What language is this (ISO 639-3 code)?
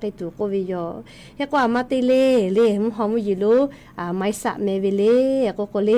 lhu